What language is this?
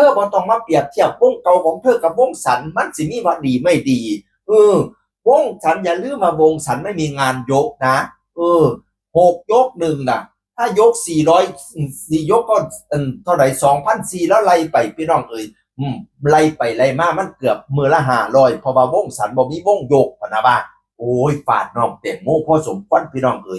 Northeastern Thai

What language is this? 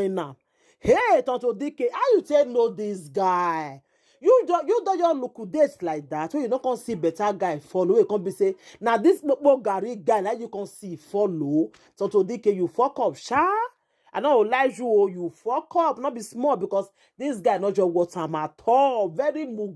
Nigerian Pidgin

